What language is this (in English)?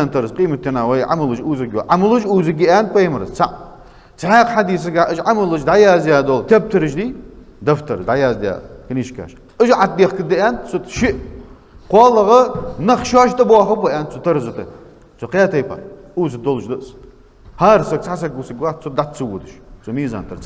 Ingush